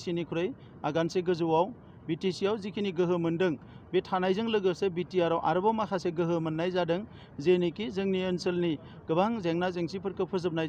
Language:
Bodo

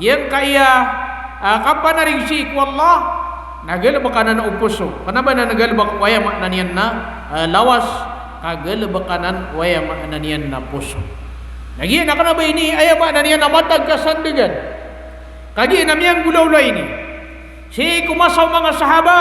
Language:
Maranao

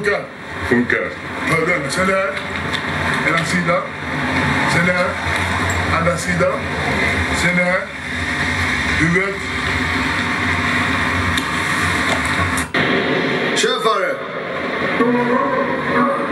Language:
Swedish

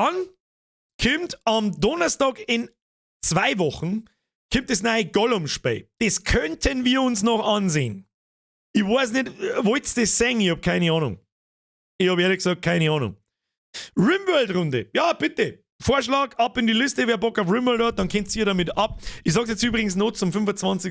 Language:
Bavarian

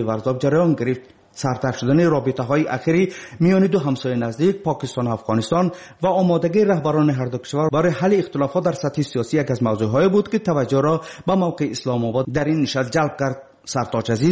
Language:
Persian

